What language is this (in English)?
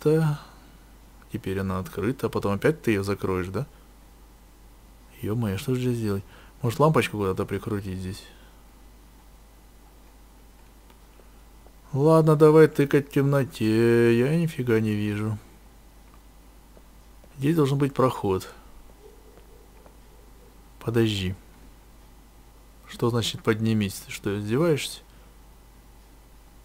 Russian